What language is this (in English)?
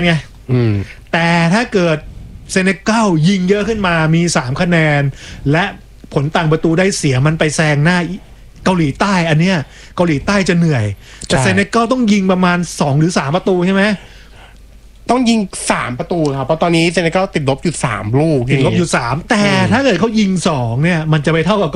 Thai